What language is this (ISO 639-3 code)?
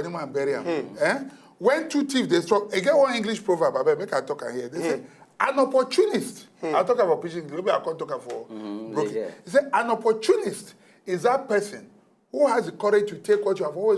pcm